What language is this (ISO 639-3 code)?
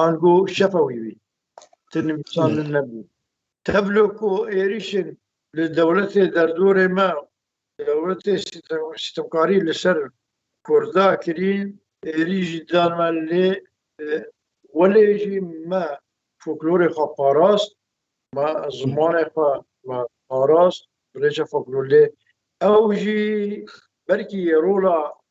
kur